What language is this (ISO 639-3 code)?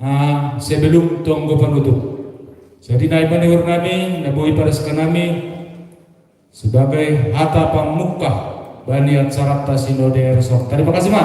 bts